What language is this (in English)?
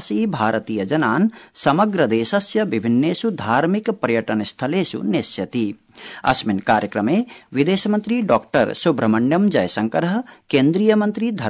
Sanskrit